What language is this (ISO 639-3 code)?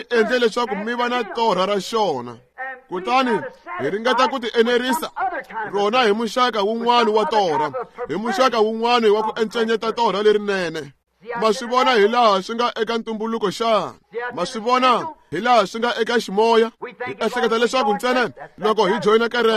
tso